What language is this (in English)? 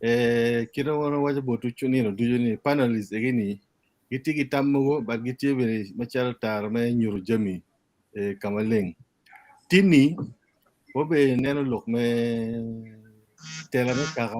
Acoli